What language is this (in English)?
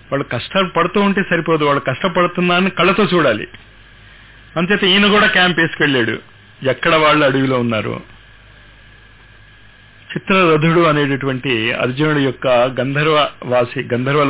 Telugu